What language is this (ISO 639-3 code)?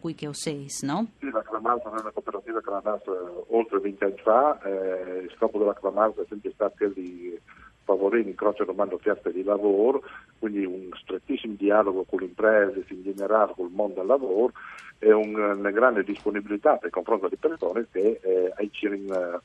fur